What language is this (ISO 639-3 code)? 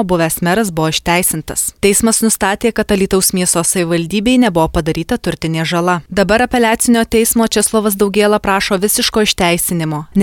lit